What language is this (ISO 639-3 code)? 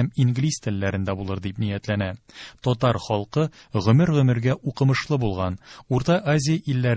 tat